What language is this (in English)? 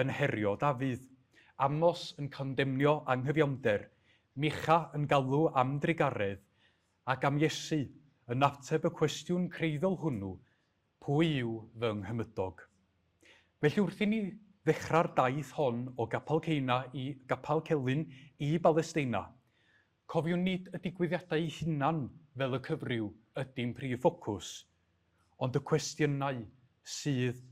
Welsh